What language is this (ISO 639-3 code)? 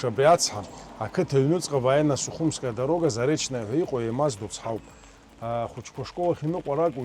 abk